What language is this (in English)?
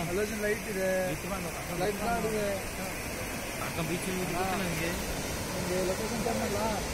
Kannada